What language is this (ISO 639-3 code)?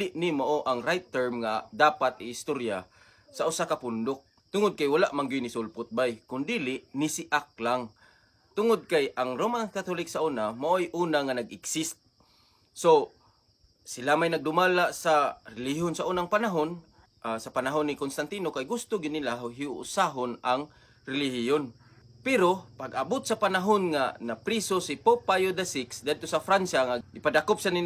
ceb